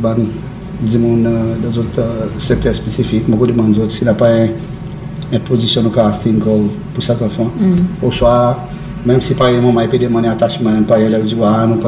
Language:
Seselwa Creole French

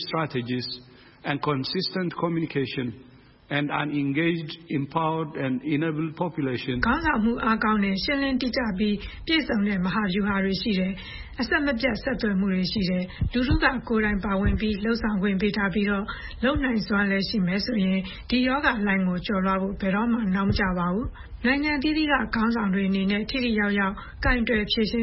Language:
Burmese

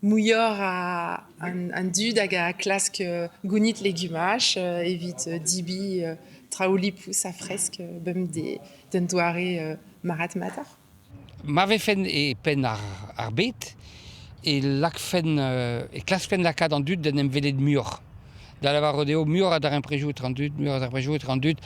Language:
Breton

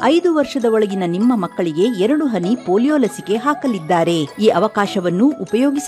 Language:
Kannada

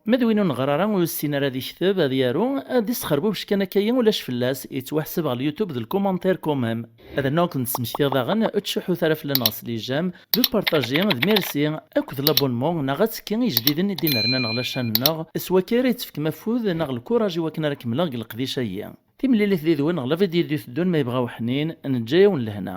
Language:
Kabyle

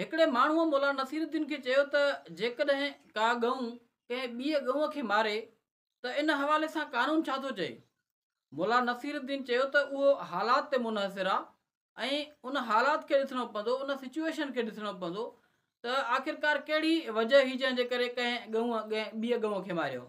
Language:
Sindhi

